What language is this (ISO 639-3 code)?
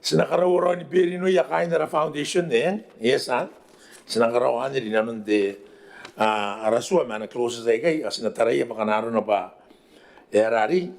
gil